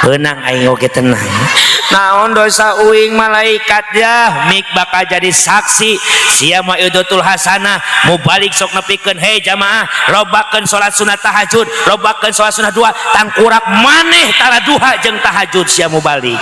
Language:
Sundanese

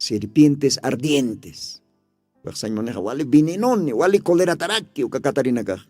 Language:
Aymara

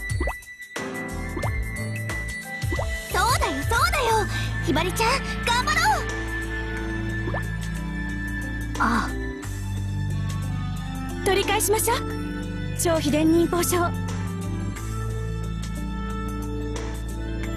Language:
Japanese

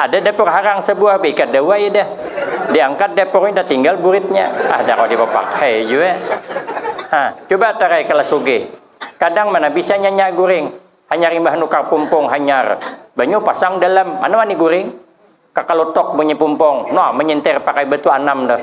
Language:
Banjar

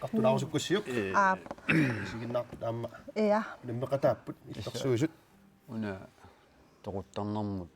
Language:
Kalaallisut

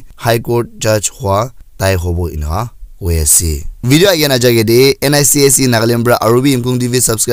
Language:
Naga Pidgin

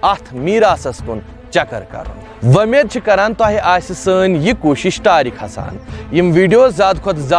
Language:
Kashmiri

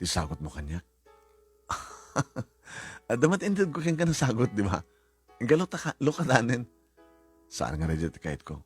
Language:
Iloko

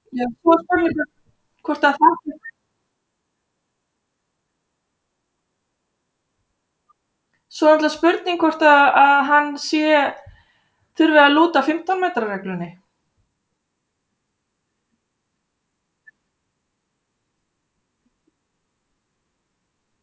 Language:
Icelandic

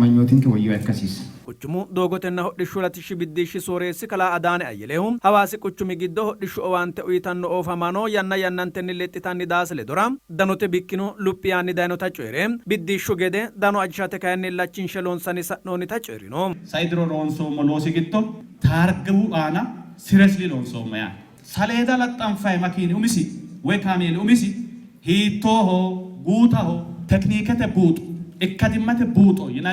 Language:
Sidamo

